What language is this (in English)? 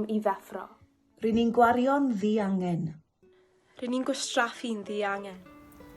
Welsh